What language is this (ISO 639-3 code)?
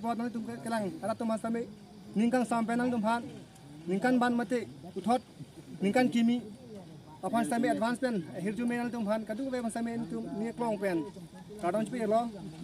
mjw